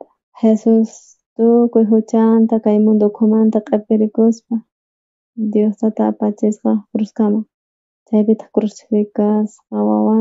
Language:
South Bolivian Quechua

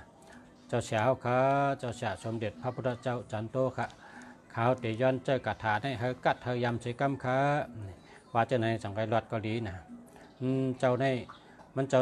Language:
Shan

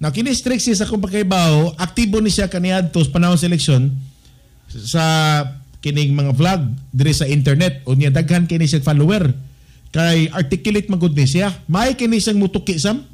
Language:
Cebuano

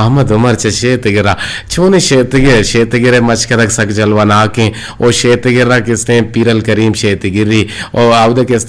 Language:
Eastern Balochi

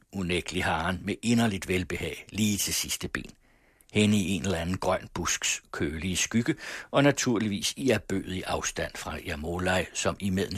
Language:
Danish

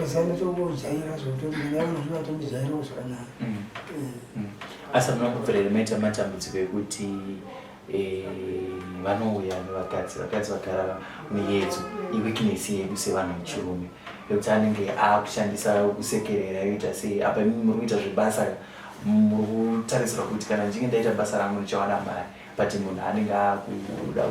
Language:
Shona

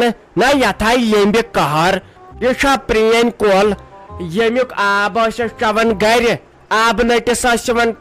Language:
Kashmiri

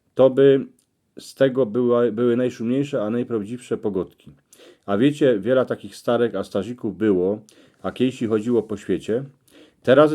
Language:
Silesian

